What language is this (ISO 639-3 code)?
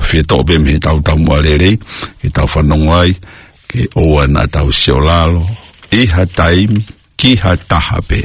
ton